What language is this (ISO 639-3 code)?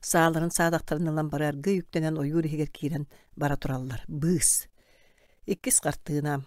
sah